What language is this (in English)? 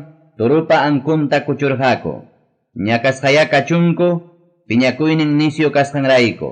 Ayacucho Quechua